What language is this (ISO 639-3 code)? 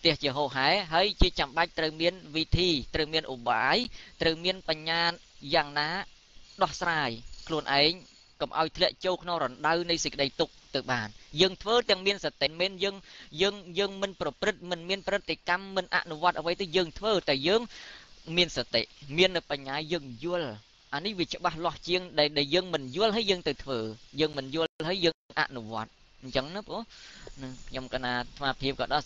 khm